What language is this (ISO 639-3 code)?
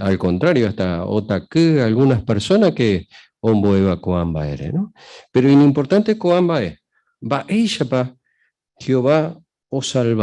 grn